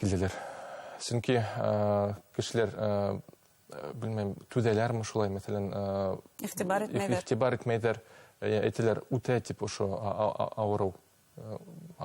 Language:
Bashkir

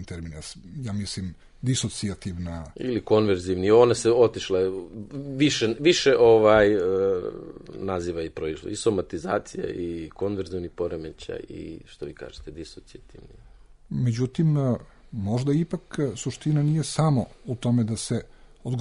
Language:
Serbian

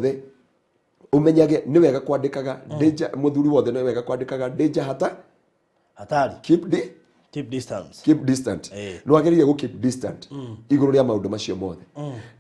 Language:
Kikuyu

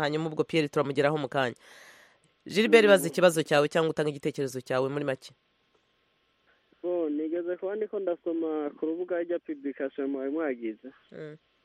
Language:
Kinyarwanda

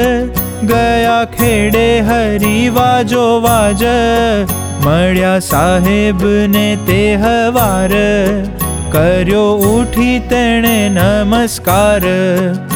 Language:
Gujarati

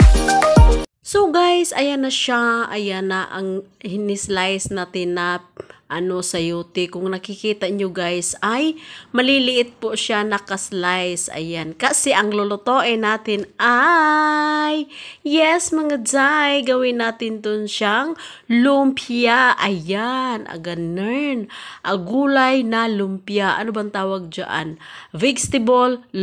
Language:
Filipino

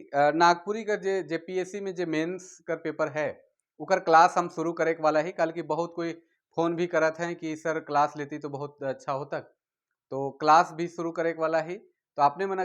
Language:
Sadri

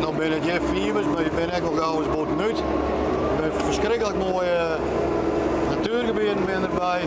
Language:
Western Frisian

